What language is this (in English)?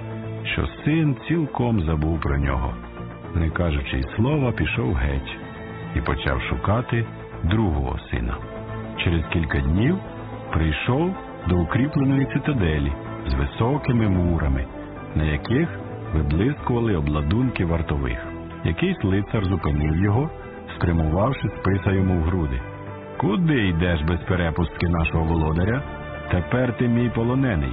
Ukrainian